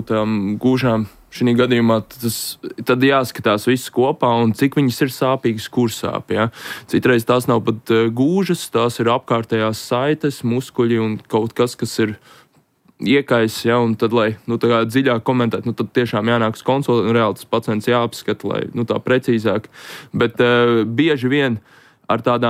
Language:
Latvian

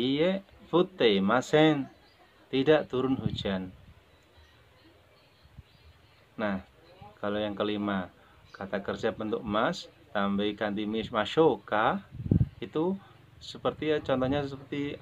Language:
Indonesian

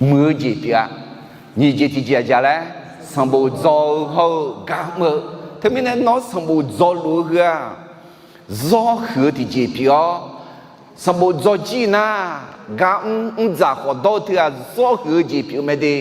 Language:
Akha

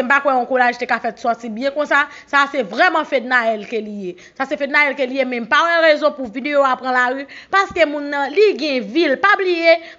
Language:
Haitian Creole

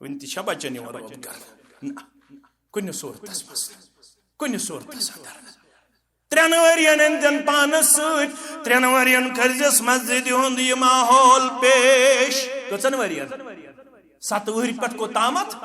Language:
Kashmiri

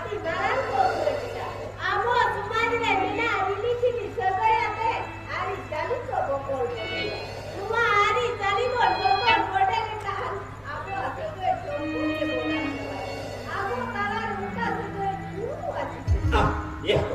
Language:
Santali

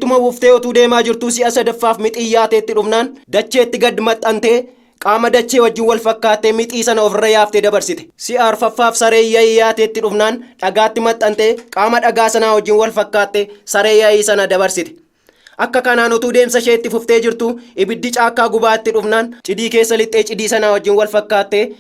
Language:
Oromo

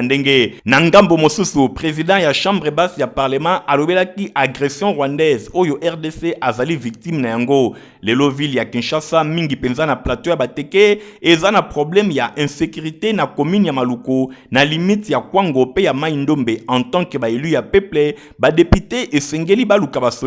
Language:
Lingala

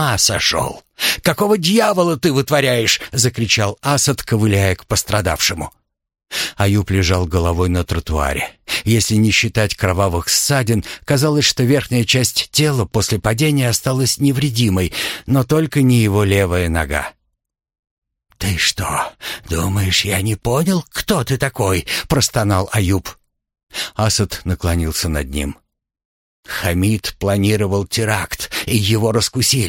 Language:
Russian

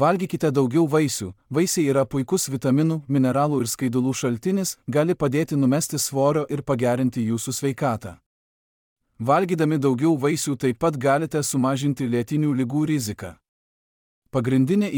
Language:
Lithuanian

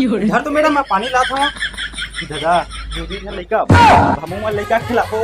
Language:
Chhattisgarhi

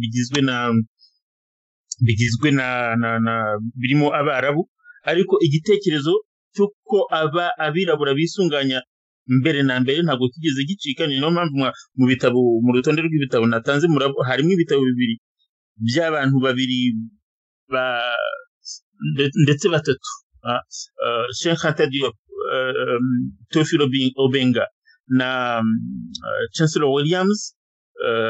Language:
Kinyarwanda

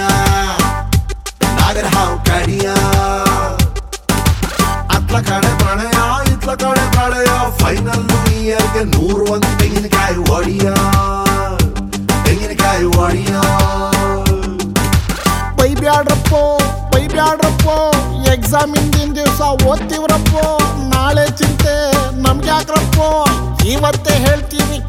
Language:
Kannada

